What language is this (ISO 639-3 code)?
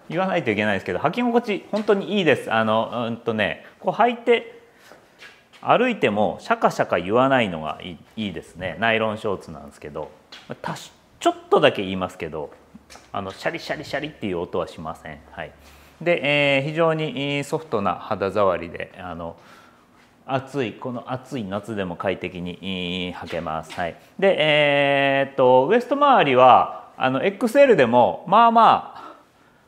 jpn